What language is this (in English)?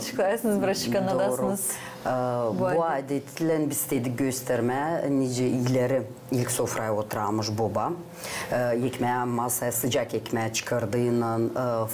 Gagauz